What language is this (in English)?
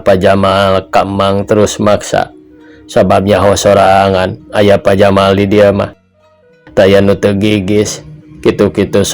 Sundanese